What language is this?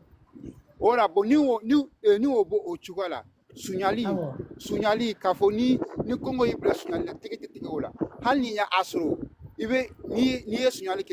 Bambara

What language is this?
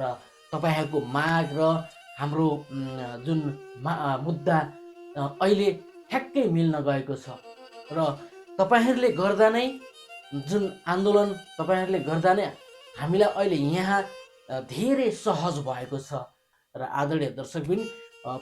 Nepali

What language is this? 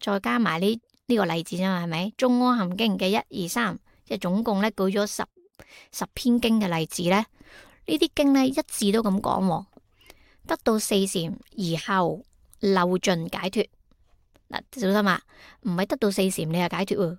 Cantonese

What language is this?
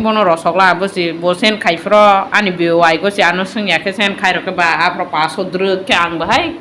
Kok Borok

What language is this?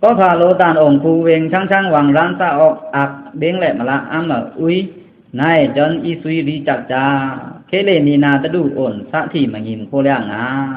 Pa'o Karen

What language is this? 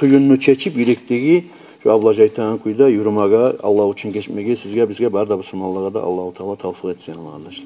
Kumyk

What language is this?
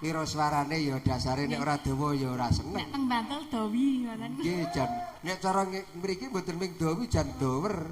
Javanese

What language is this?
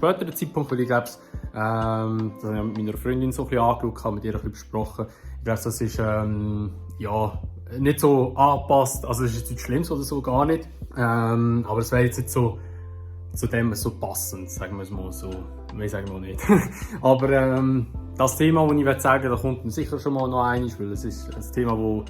Swiss German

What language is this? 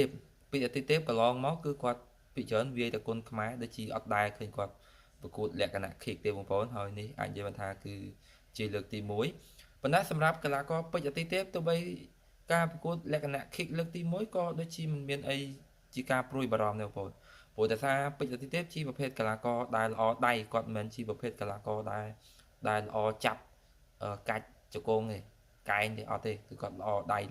Khmer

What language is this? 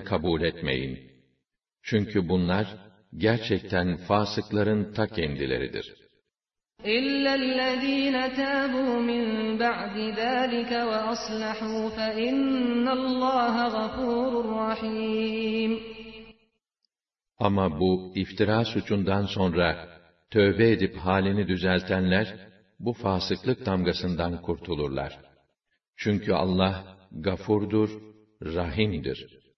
Turkish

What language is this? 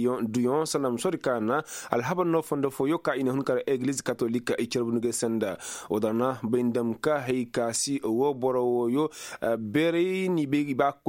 Koyraboro Senni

